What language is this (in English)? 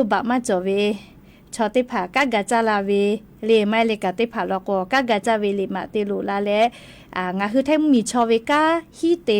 Lahu